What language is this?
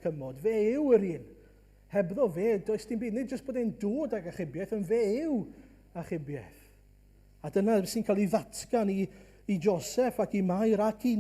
Welsh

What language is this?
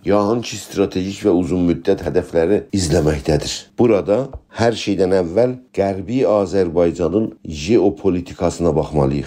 South Azerbaijani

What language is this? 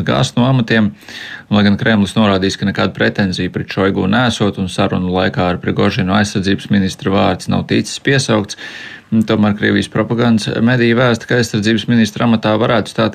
Latvian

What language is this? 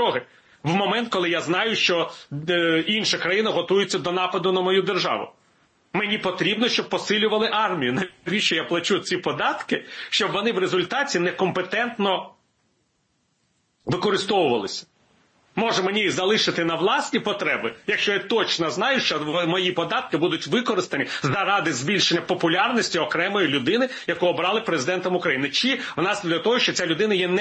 Ukrainian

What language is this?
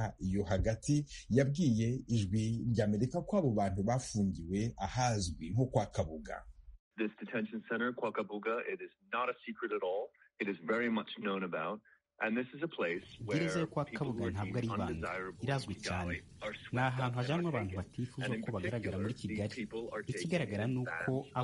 Kinyarwanda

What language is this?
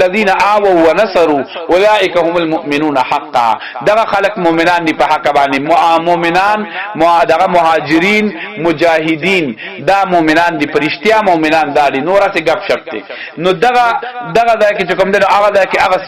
Pashto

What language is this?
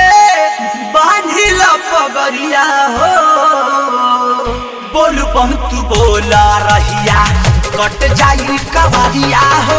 Bhojpuri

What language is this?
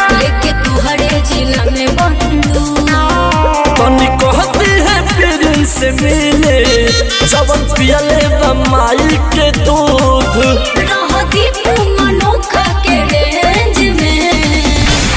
Bhojpuri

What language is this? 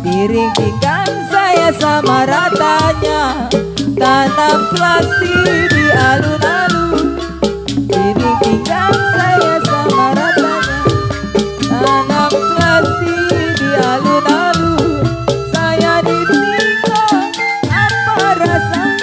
Betawi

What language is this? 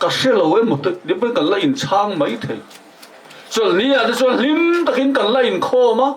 Mizo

